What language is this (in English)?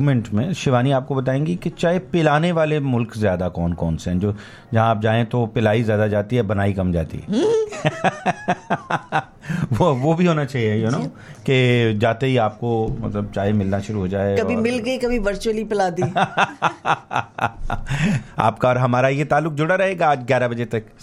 Hindi